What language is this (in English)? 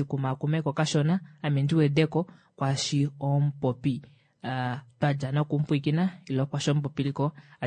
Kuanyama